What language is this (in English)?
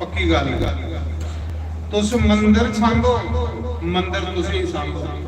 Dogri